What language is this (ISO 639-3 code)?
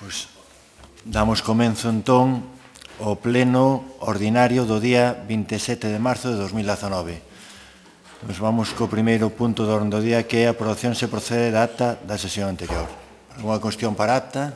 glg